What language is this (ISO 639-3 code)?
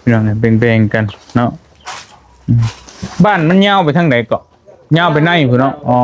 lao